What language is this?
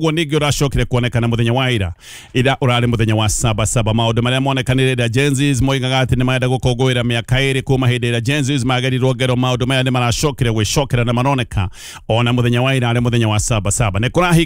Kikuyu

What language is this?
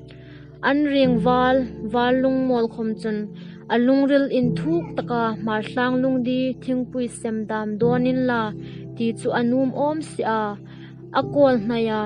Hmar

